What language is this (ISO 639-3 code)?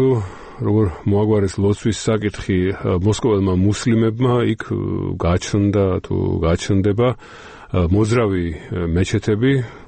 kat